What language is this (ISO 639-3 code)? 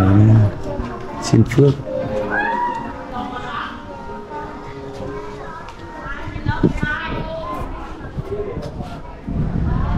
vie